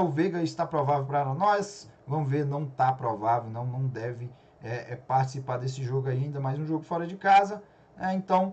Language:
Portuguese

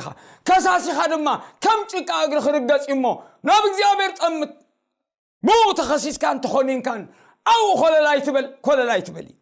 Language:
Tigrinya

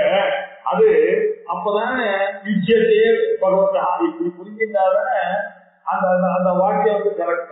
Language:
Tamil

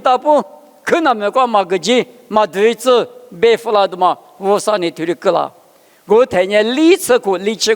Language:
Lisu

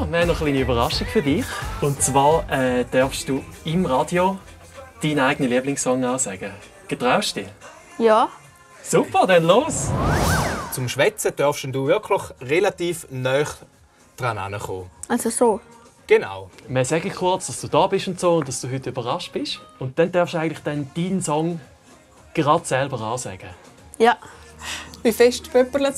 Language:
Swiss German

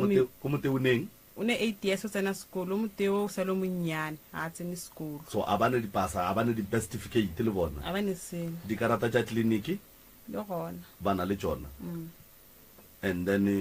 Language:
Northern Sotho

